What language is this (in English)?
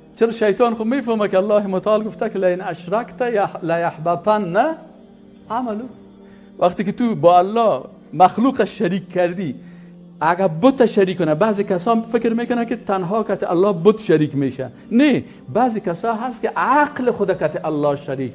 Persian